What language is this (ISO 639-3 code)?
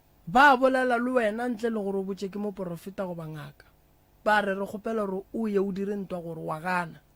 nso